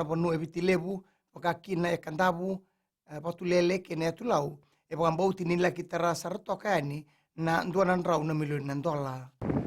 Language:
Fijian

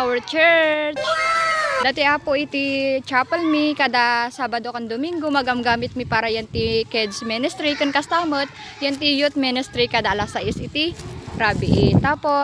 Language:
Iloko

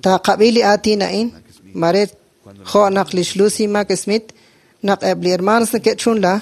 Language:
Kekchí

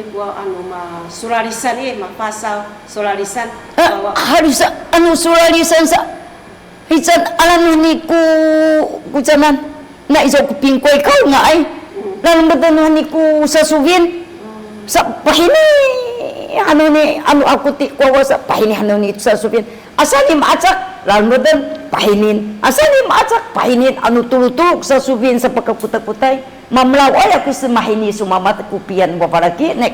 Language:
Sakizaya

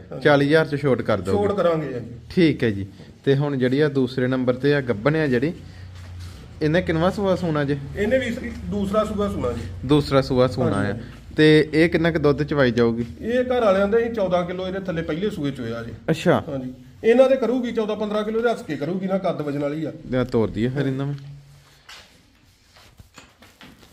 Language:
Punjabi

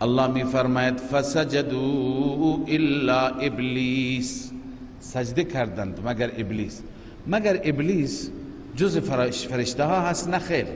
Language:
Persian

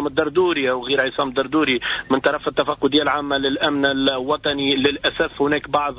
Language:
Tunisian Arabic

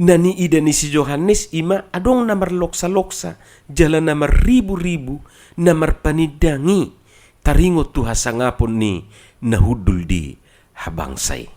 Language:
Batak Toba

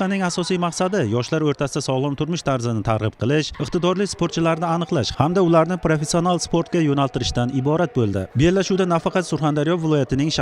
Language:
Uzbek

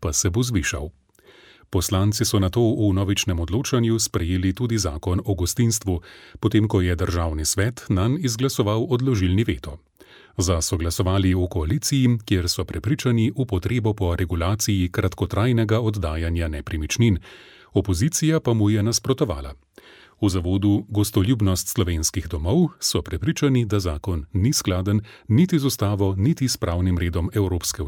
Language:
Slovenian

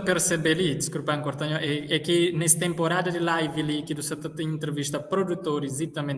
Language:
Kabuverdianu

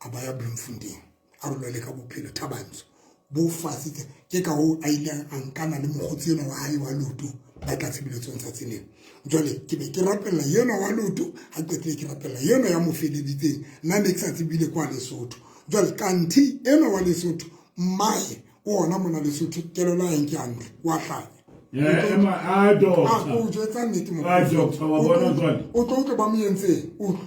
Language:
Southern Sotho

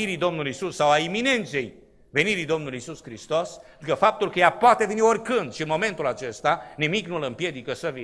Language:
Romanian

